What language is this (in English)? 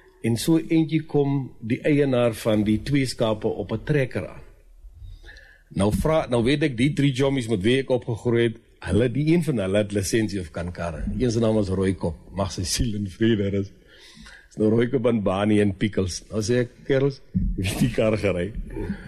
Afrikaans